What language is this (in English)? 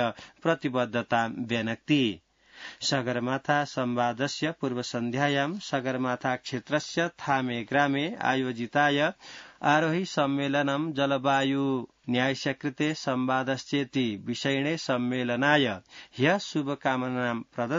Sanskrit